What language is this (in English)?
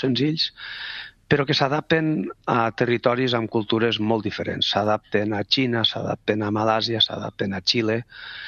Catalan